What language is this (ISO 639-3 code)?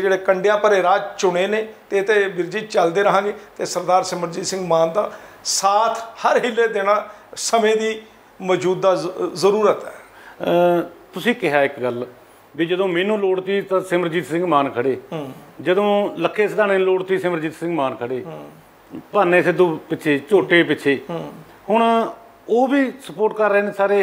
pan